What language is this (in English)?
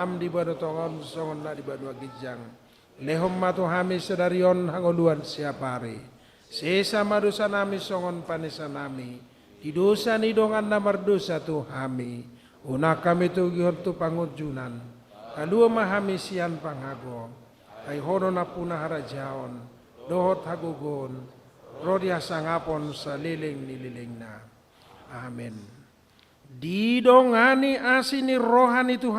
Batak Toba